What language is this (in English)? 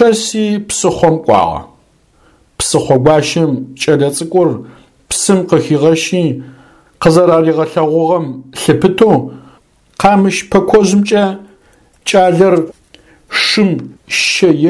Adyghe